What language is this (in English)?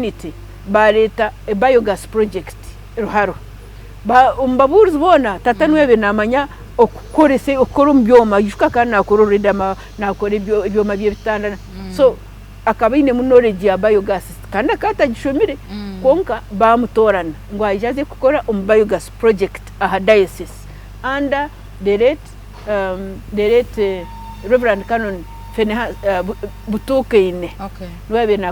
Nyankole